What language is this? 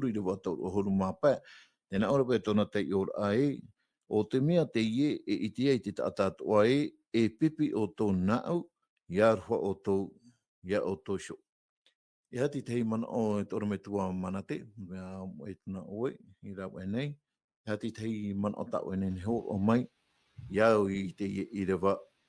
Tahitian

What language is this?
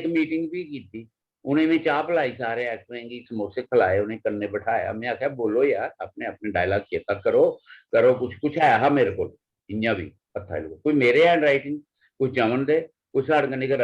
Dogri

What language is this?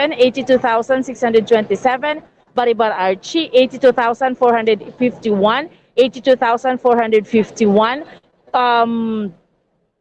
Hiligaynon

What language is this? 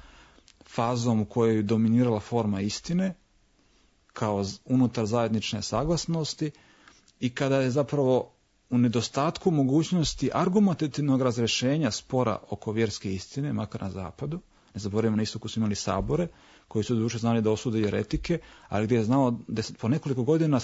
Serbian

